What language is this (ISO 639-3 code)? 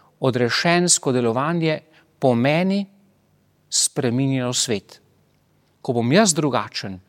slv